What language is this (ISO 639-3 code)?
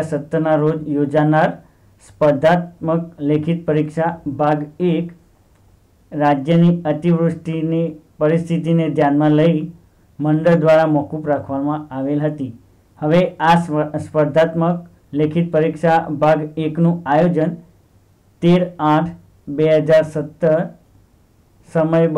guj